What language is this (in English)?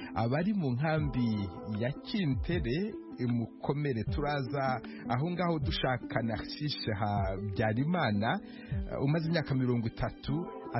Kinyarwanda